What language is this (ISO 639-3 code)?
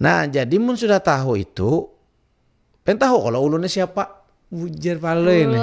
bjn